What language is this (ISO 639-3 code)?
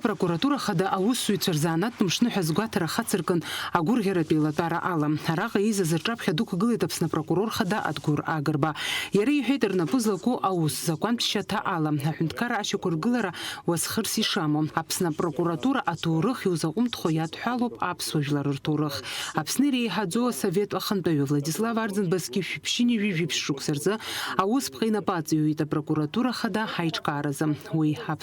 abk